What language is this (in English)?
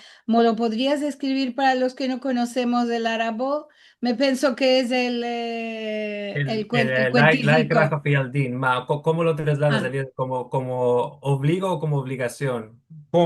Ladino